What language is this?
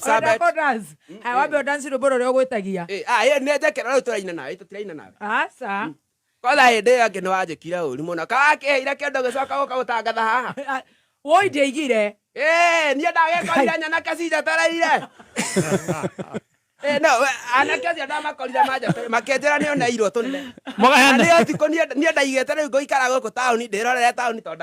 Kikuyu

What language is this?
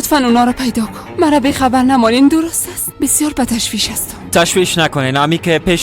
Persian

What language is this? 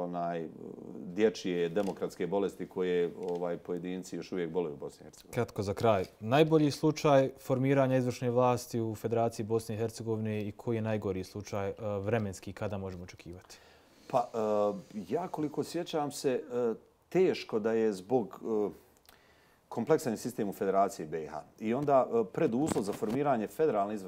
Serbian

